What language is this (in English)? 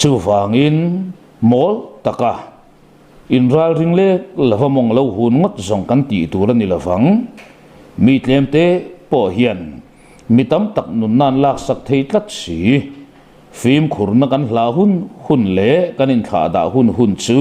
Mizo